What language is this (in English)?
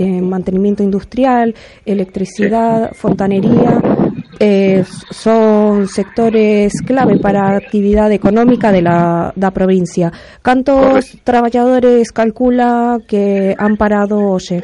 Galician